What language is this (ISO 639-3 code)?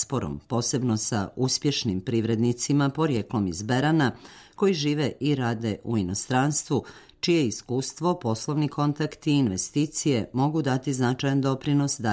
srp